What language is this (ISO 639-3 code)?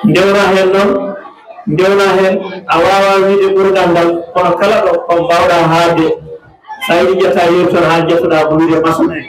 ful